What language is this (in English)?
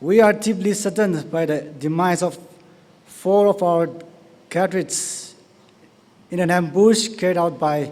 Tangkhul Naga (India)